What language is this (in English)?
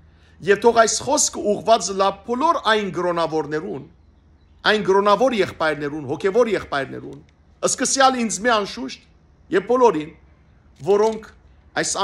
Western Armenian